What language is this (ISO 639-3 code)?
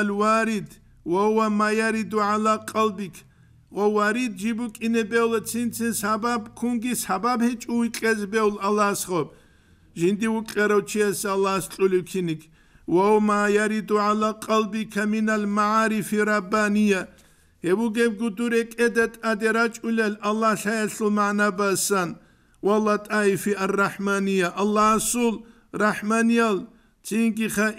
ava